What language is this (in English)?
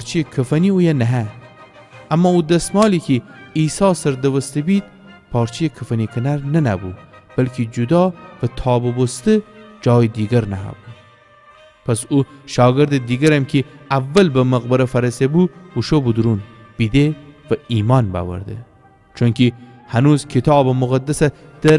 Gilaki